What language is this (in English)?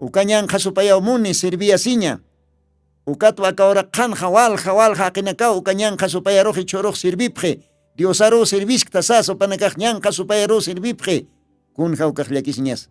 Aymara